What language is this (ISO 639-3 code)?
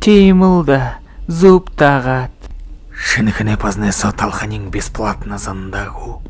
bua